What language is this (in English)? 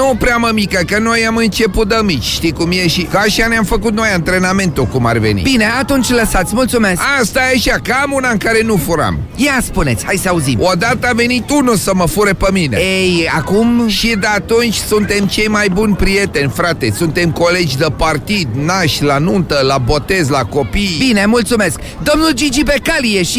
Romanian